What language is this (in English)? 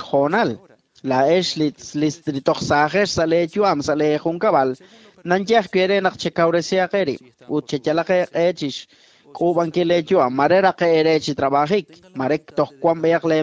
Kekchí